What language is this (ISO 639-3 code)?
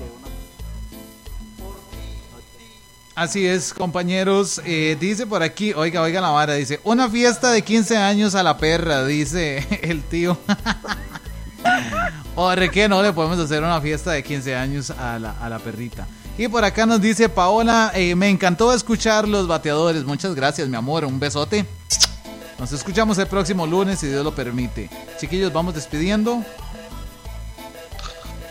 spa